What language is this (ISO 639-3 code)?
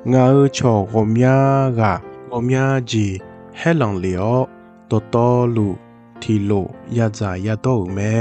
ahk